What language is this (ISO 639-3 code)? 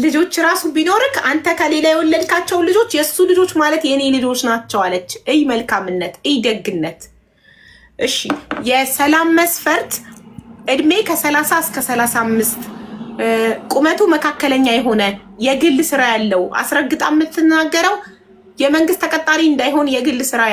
amh